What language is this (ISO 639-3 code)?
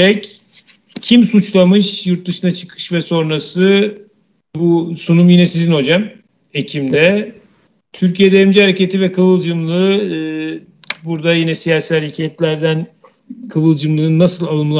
tur